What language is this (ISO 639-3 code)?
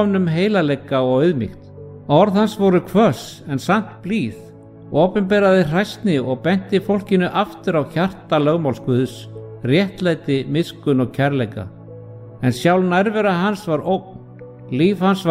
isl